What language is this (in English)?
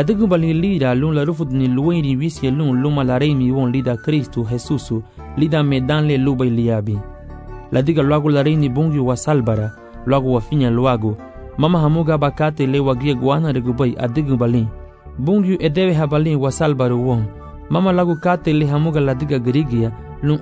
Garifuna